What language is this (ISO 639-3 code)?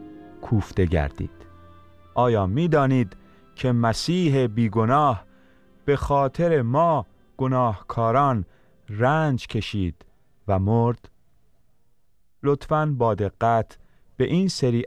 fas